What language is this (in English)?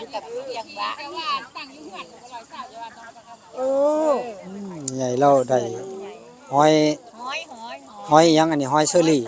Northeastern Thai